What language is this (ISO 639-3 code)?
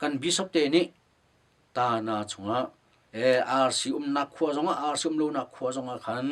cnh